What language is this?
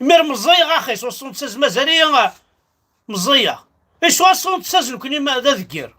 Kabyle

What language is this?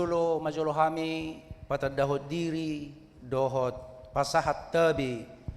Batak Toba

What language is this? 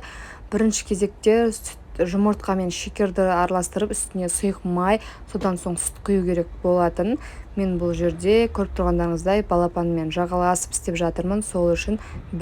Kazakh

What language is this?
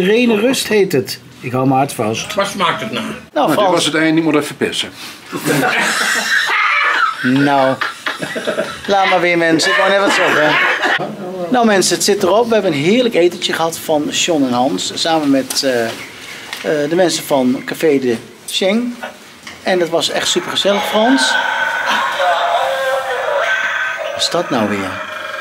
Dutch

